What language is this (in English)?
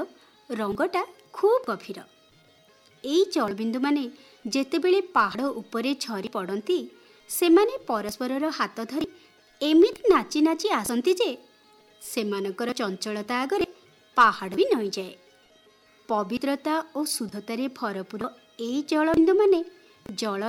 Odia